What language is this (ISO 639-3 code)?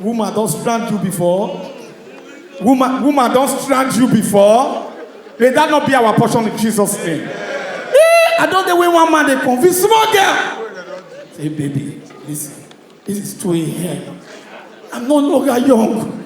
pcm